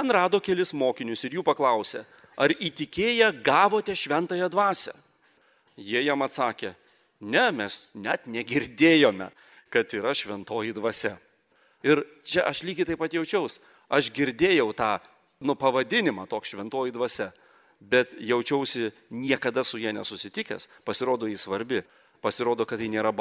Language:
Lithuanian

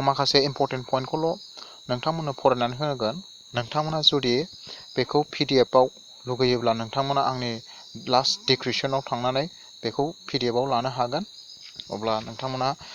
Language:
Bodo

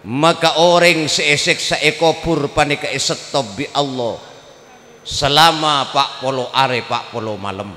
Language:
Madurese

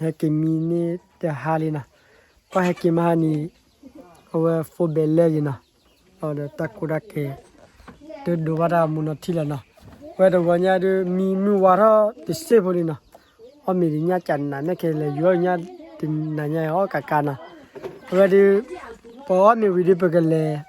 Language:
S'gaw Karen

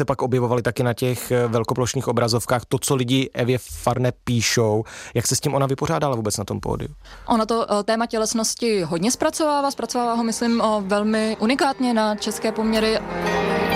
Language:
Czech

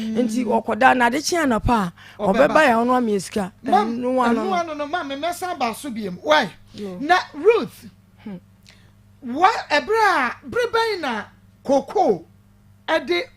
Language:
Akan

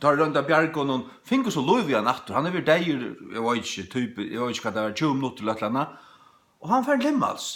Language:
Faroese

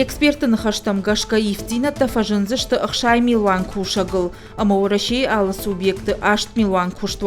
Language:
Ossetic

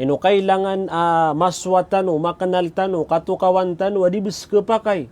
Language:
Maranao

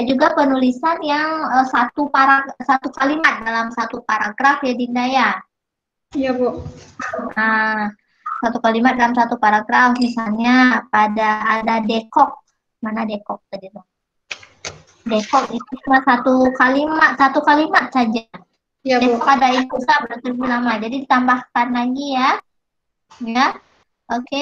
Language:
Indonesian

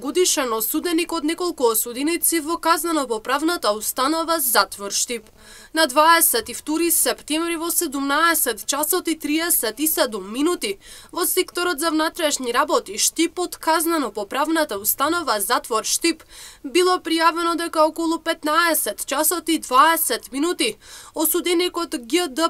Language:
Macedonian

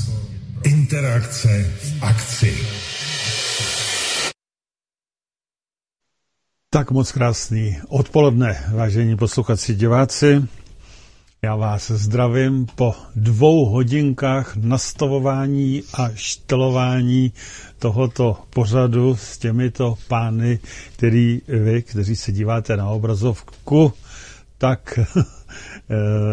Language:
Czech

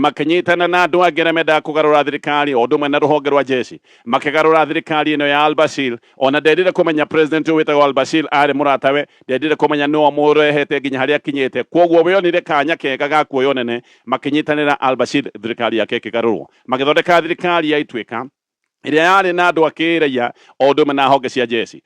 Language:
Kikuyu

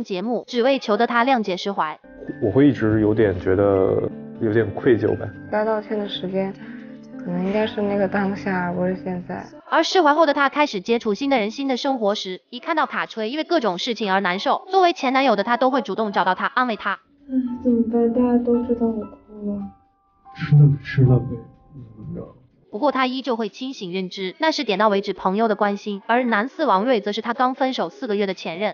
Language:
Chinese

